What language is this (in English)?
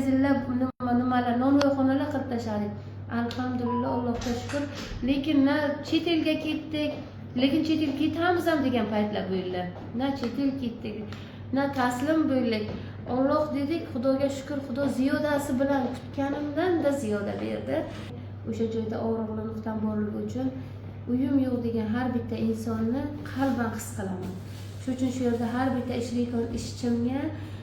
Uzbek